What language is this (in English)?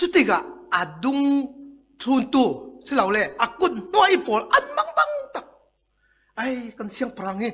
Falam Chin